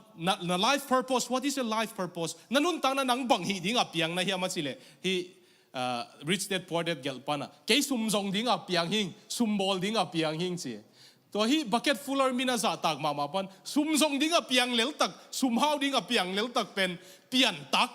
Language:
Tedim Chin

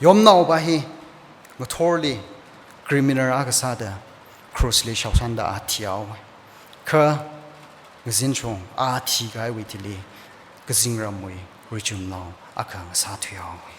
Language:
Tangkhul Naga (India)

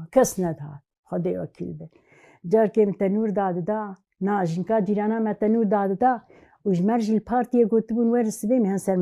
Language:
Kurdish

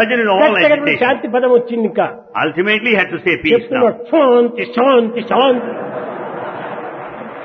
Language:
Telugu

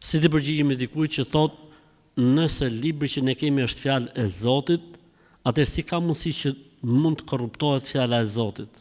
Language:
Albanian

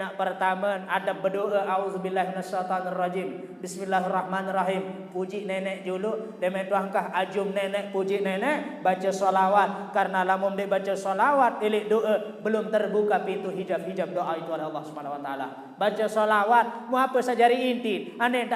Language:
Sasak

